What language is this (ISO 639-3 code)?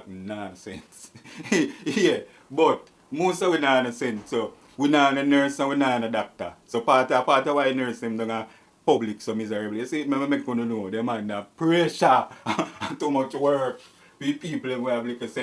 jam